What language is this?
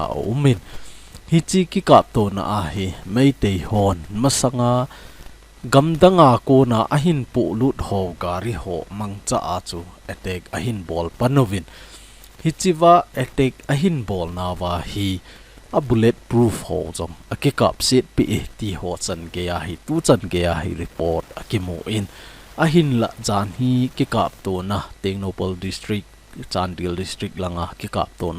Thado Chin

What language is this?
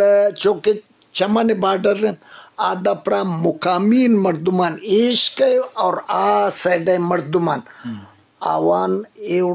Eastern Balochi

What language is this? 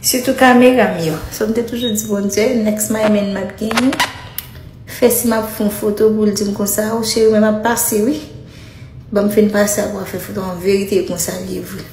Haitian Creole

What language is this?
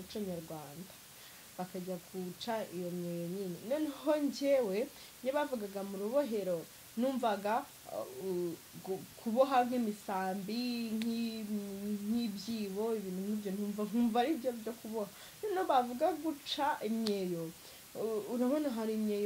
Kinyarwanda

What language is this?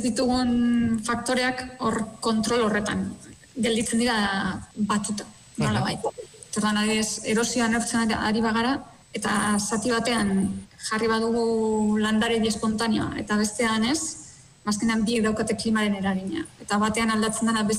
Basque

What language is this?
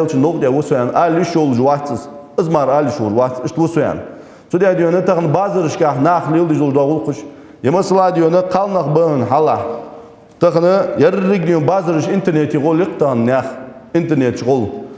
Ingush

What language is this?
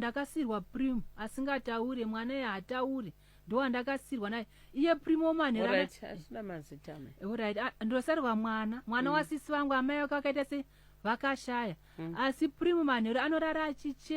Shona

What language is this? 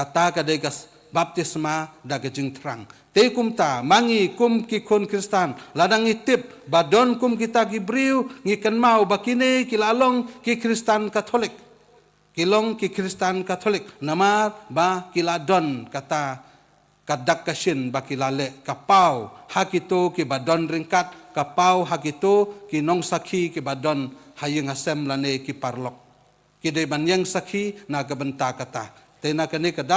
Khasi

